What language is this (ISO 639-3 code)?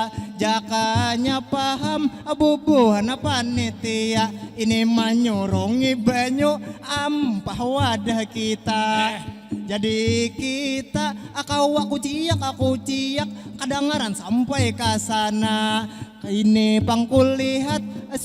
bjn